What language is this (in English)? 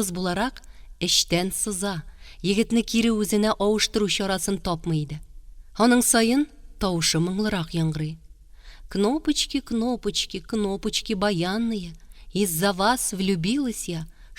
Tatar